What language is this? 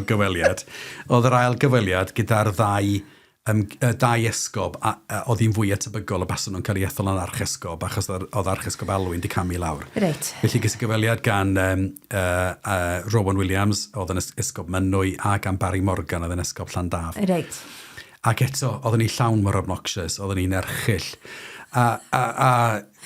Welsh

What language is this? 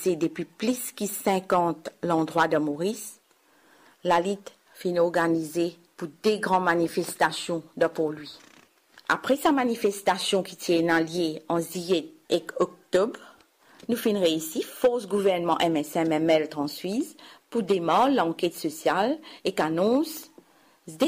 Morisyen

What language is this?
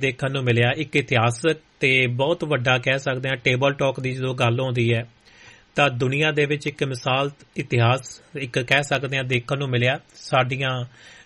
Punjabi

